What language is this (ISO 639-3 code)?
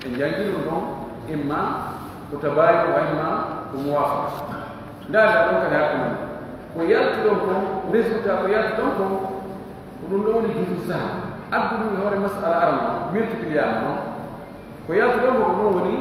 fuf